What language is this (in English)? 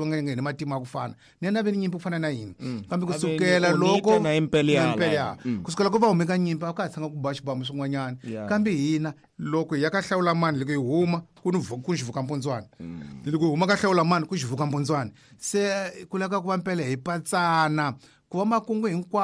Tsonga